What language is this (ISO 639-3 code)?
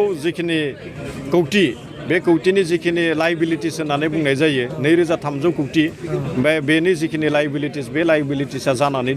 brx